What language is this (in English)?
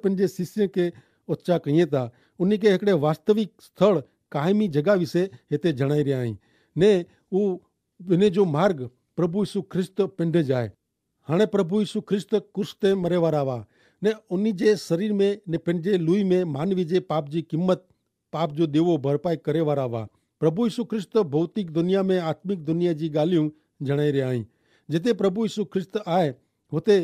Kachhi